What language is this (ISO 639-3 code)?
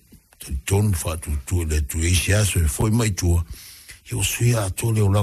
smo